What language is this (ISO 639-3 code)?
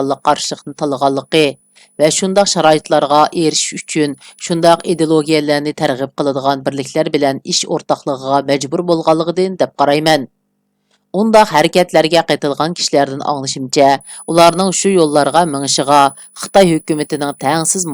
uig